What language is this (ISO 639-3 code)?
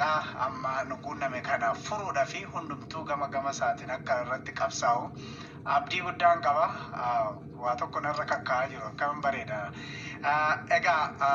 orm